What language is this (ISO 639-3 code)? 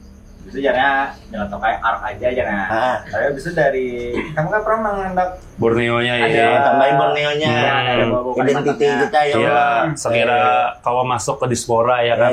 bjn